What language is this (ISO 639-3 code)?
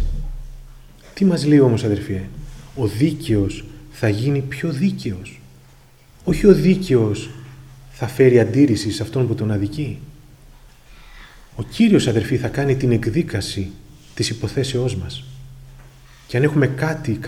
ell